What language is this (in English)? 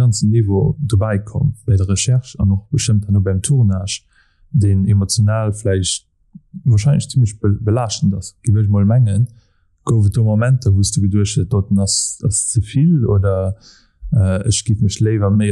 Luxembourgish